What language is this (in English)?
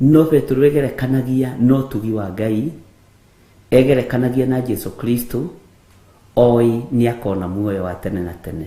Kikuyu